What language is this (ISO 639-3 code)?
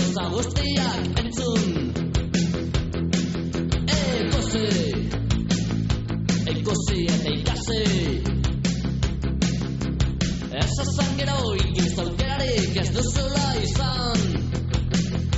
eus